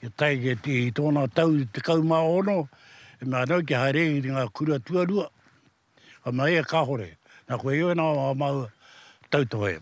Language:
Māori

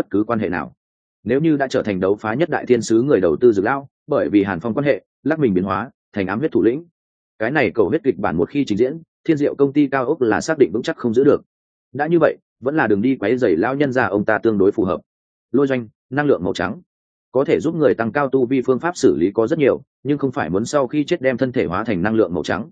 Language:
Vietnamese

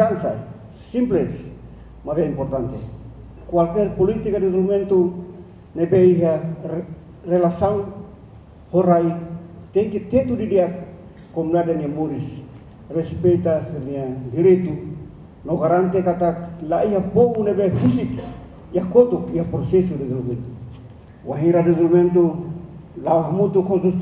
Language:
Tetum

